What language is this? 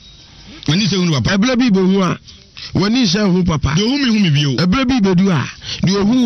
Akan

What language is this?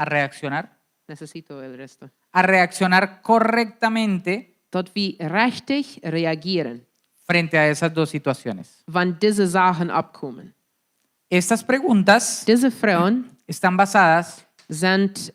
Plautdietsch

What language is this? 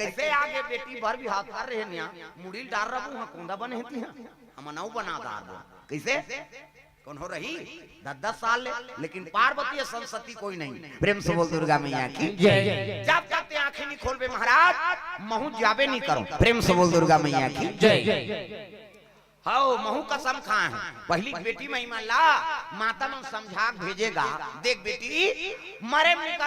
Chhattisgarhi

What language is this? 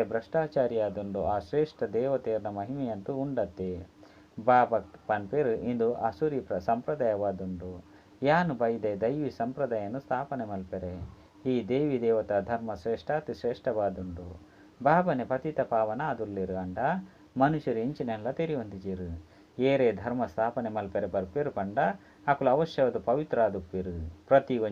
Tulu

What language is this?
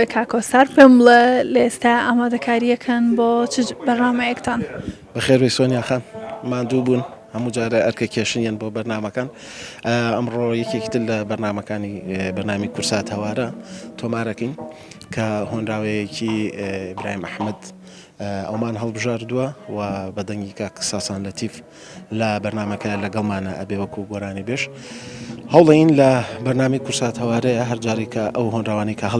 Central Kurdish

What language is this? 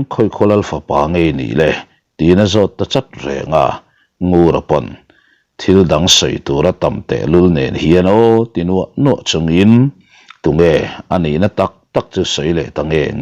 Mizo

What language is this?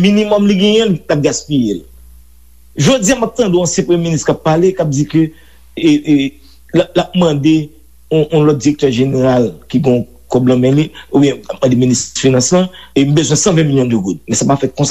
Haitian Creole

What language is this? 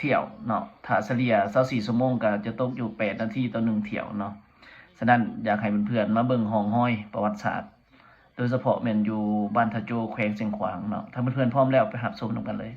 Lao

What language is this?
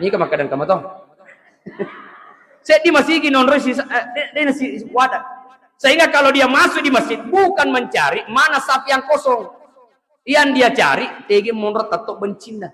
Buginese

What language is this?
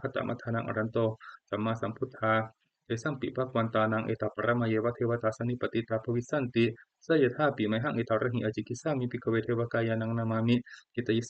Pali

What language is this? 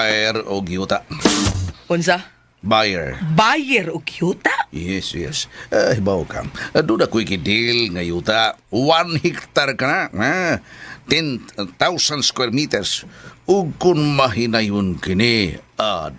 Cebuano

